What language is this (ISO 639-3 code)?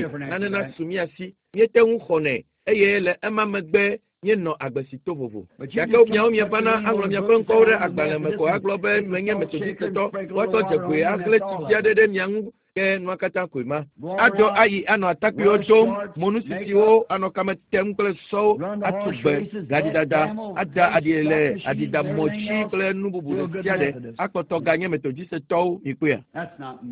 ewe